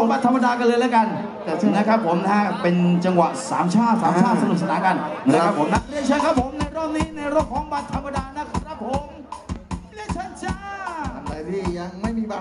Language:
Thai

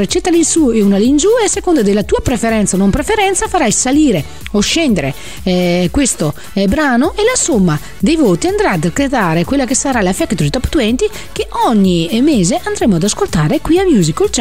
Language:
Italian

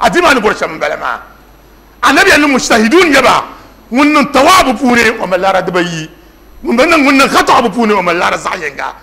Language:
Dagbani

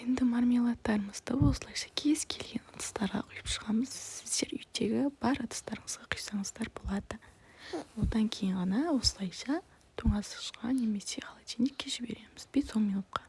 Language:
Kazakh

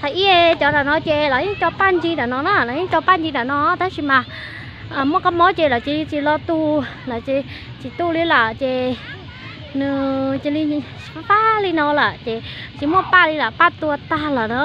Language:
Hmong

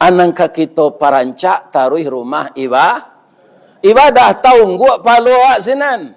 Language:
Minangkabau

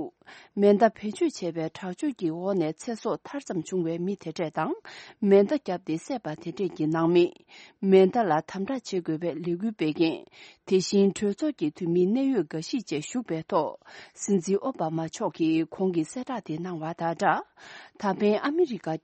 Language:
Tibetan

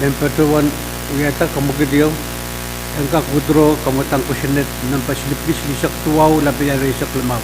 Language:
Pohnpeian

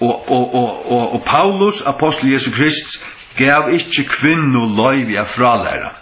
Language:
Faroese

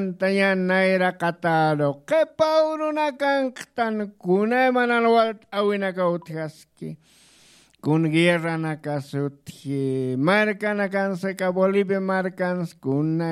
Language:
Aymara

